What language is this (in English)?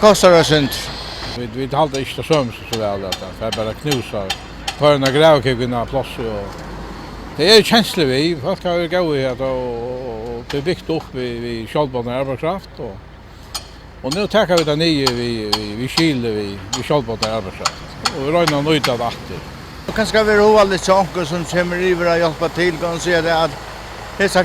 Faroese